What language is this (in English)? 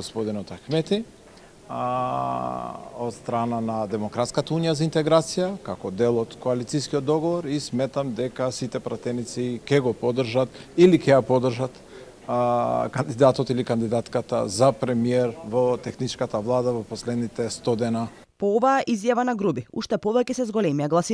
Macedonian